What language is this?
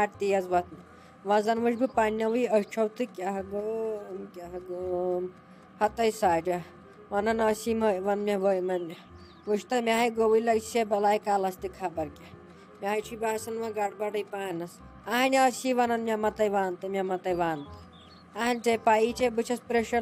Kashmiri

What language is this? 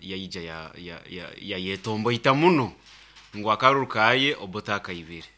Nyankole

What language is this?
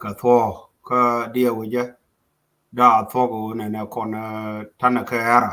Nuer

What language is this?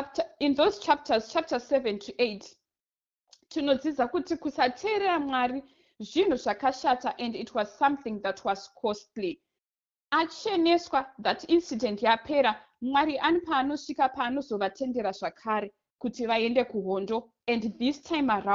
Shona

